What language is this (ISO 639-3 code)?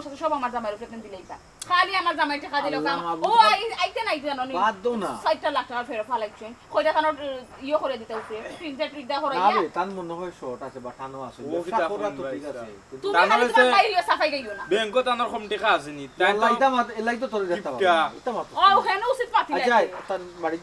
syl